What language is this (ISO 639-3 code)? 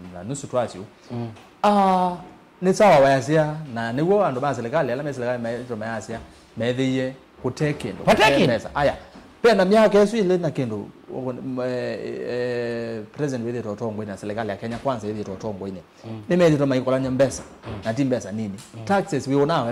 kam